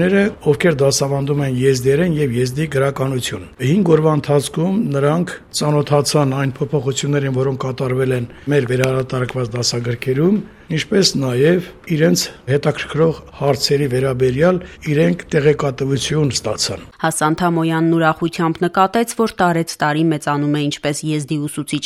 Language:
Armenian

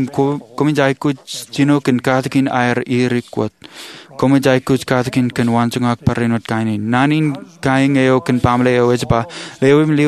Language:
Marshallese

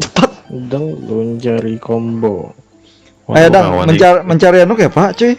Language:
Banjar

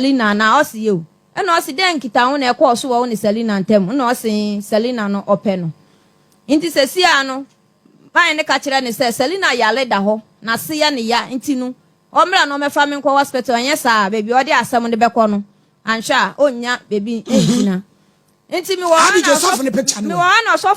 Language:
Akan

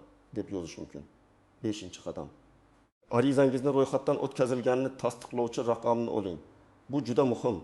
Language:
Uzbek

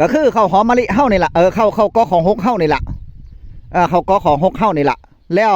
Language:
Northeastern Thai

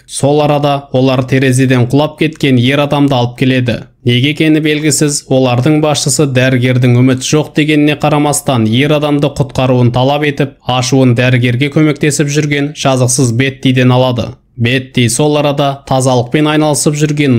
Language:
Kazakh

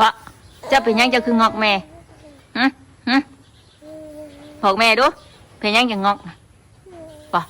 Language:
Northeastern Thai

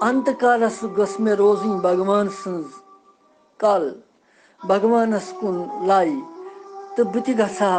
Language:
Kashmiri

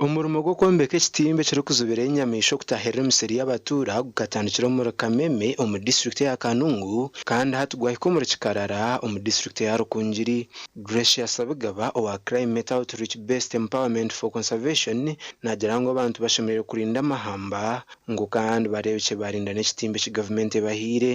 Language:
Nyankole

